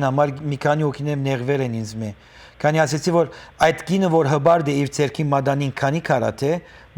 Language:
Western Armenian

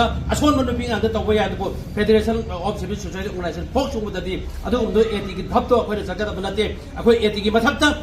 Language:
Manipuri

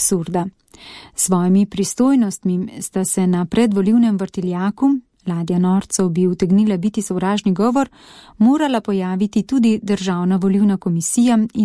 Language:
Slovenian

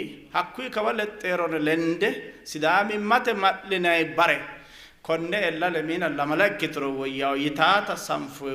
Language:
Sidamo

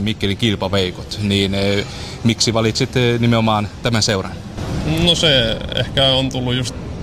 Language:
Finnish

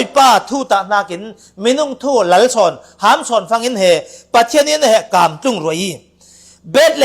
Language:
Falam Chin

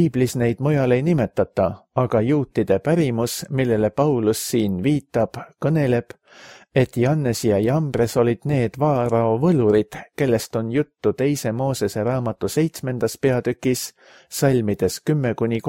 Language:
Estonian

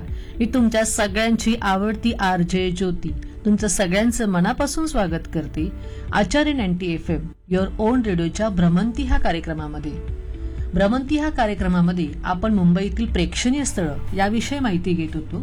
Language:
Marathi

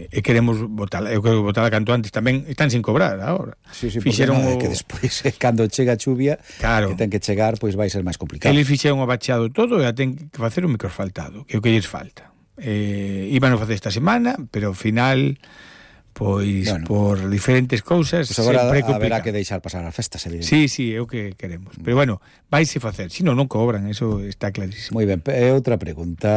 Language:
Galician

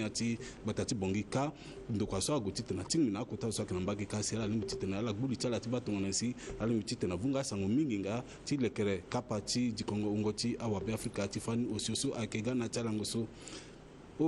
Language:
Sango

